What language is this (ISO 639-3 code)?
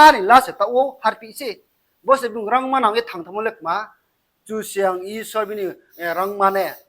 ria